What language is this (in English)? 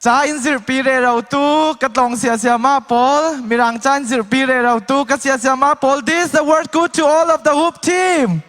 Falam Chin